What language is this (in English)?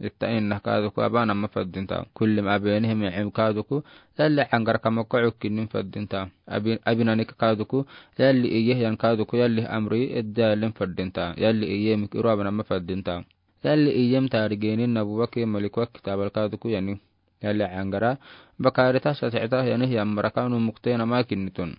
Afar